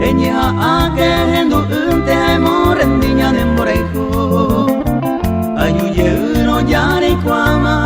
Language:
Guarani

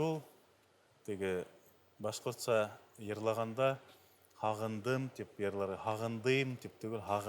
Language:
Bashkir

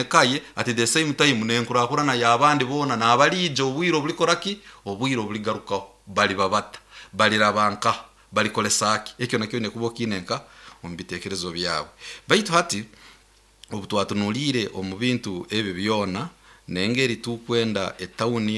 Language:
Nyoro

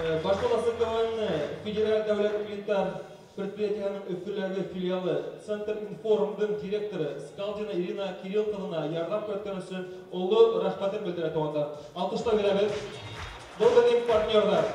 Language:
Bashkir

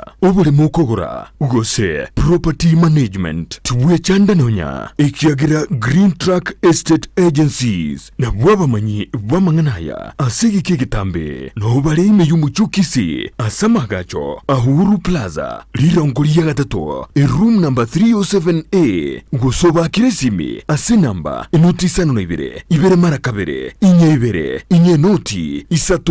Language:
Gusii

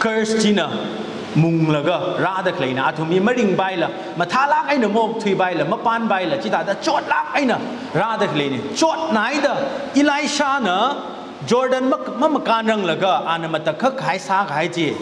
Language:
Tangkhul Naga (India)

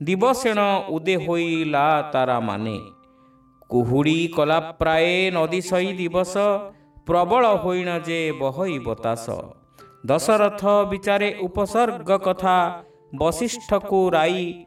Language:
Odia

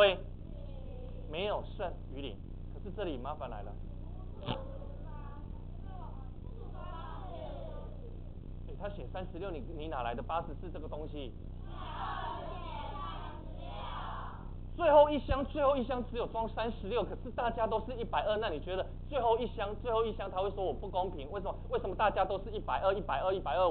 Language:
Chinese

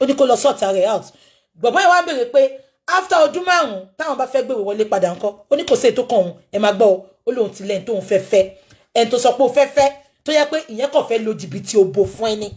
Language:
Yoruba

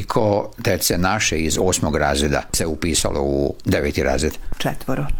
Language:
Serbian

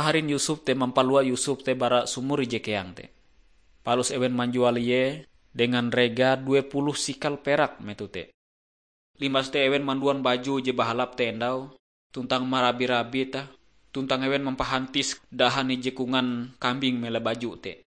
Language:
Ngaju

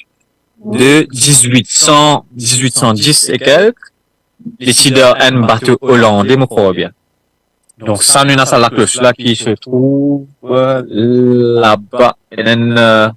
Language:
Morisyen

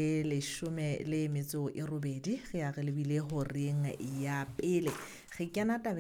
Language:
Southern Sotho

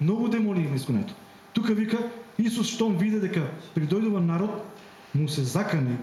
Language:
Macedonian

